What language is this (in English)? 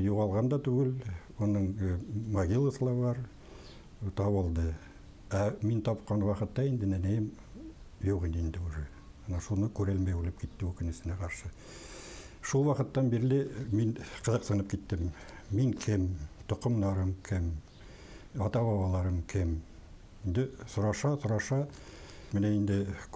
Bashkir